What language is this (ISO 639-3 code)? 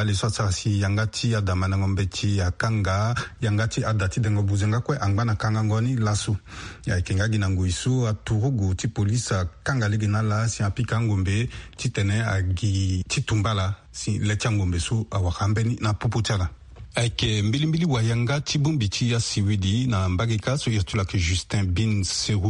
sag